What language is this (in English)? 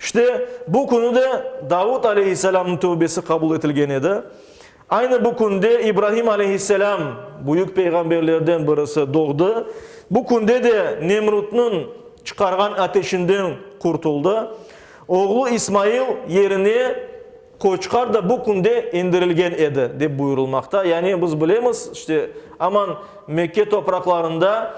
Crimean Tatar